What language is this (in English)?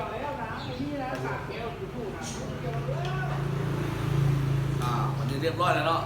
Lao